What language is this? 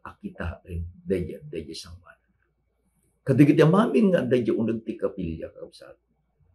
Iloko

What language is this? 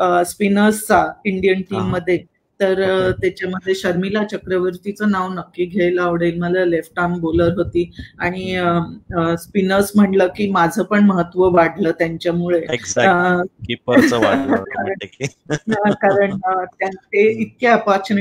Marathi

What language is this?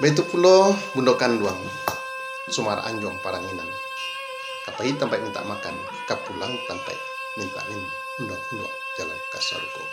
Minangkabau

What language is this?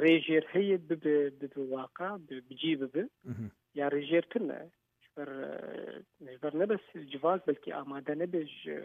Kurdish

